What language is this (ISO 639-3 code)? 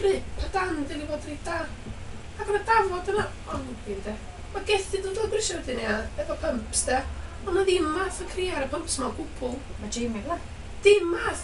cym